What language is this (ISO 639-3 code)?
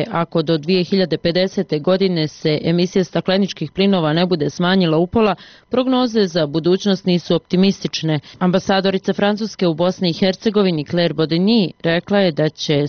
bos